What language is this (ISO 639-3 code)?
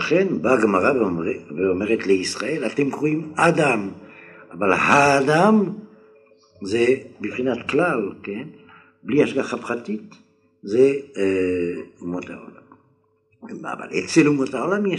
heb